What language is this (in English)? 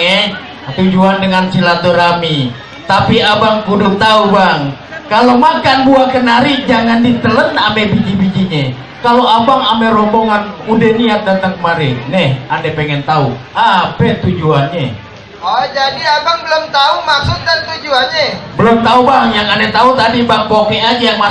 Betawi